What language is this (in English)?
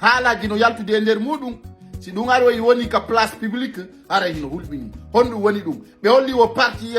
Fula